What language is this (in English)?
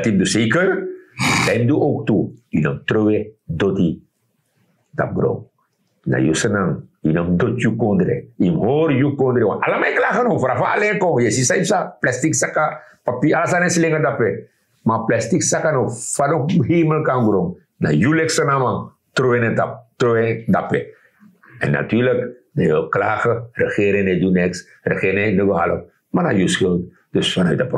Sranan Tongo